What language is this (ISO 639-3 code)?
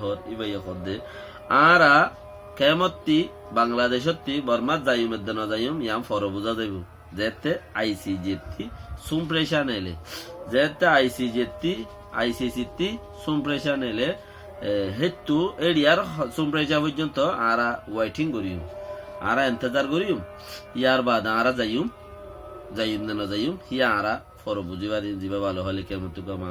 rhg